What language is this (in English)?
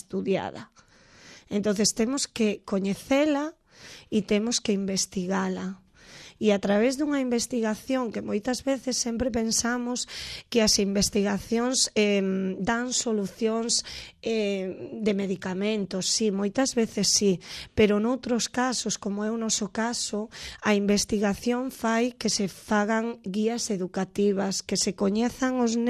Galician